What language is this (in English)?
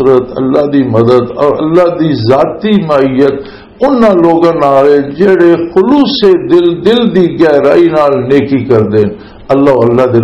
Western Panjabi